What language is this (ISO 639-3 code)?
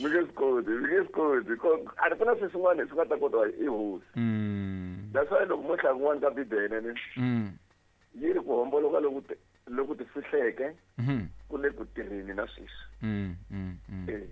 tso